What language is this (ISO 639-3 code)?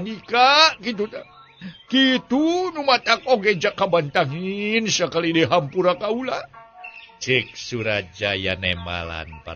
sun